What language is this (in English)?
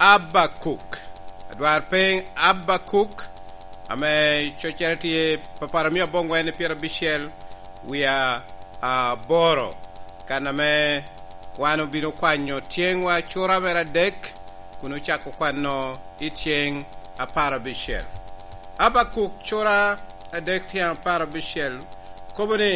Lango (Uganda)